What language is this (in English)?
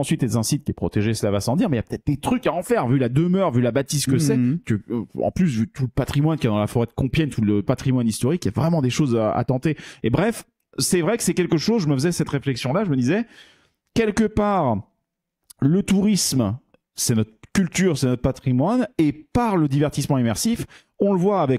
French